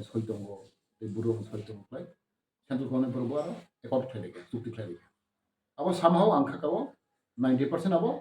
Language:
Kok Borok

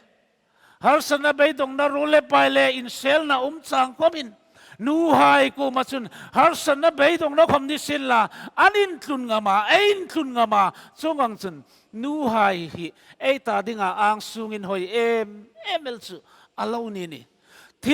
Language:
Hmar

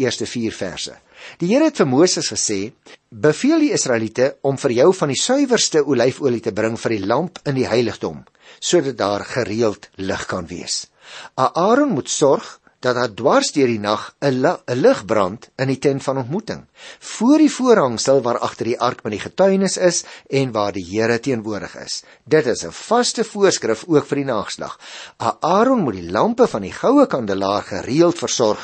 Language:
Afrikaans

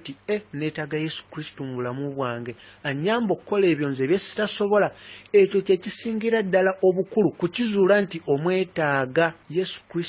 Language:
Ganda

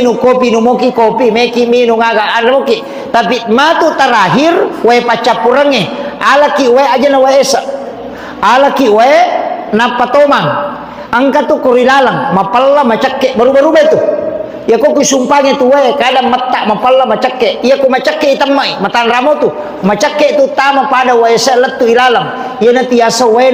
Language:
Buginese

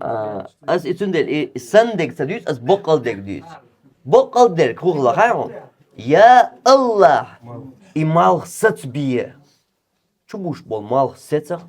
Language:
Chechen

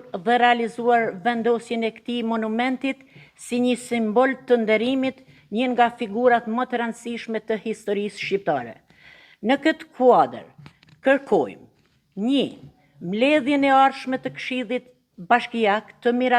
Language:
Albanian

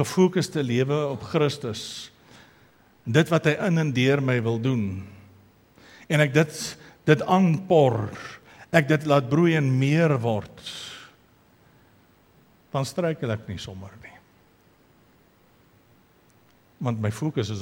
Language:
Afrikaans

